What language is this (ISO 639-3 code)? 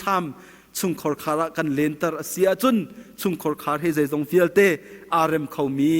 cnh